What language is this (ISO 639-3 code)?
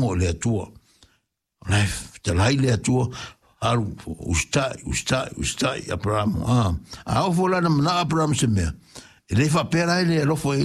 smo